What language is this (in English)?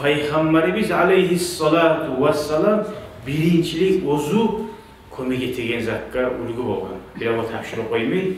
Kumyk